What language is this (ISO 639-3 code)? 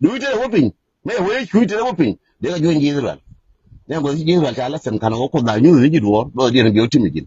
nus